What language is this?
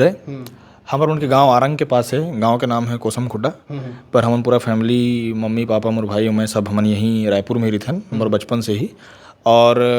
Chhattisgarhi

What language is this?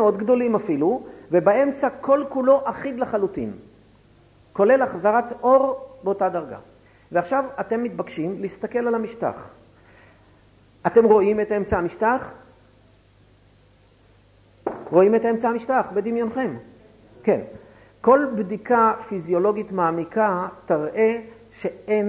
Hebrew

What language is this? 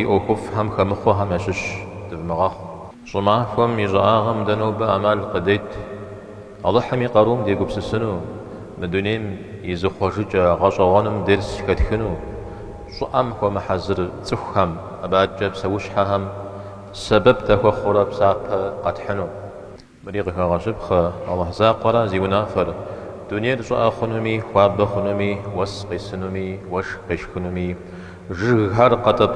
Kabardian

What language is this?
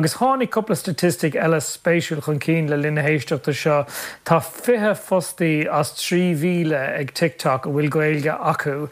Irish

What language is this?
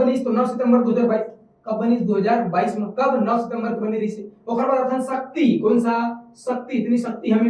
Chhattisgarhi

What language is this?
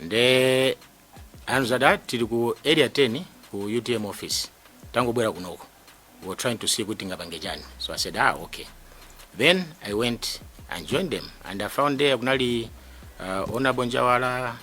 Nyanja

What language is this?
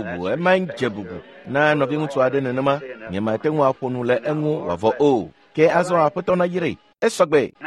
Ewe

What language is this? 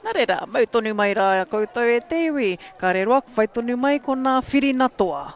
Māori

